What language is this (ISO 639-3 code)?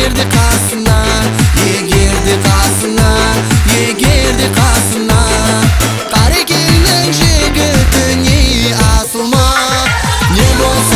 kaa